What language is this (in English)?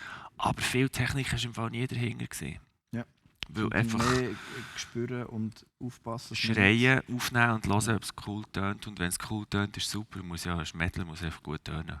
Swiss German